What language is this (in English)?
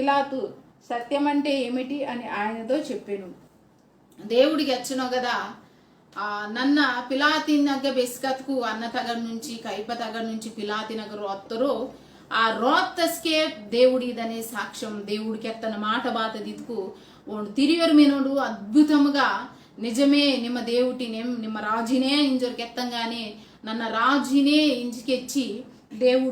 Koya